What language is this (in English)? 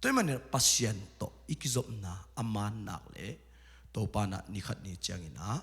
Tedim Chin